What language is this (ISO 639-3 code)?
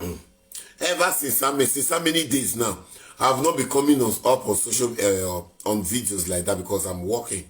pcm